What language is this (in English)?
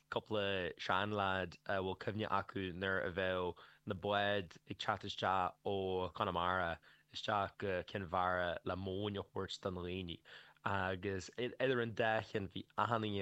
Irish